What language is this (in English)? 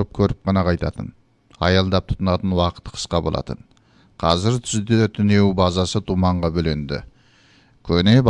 Kazakh